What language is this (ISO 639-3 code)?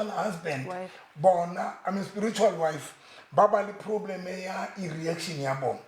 sot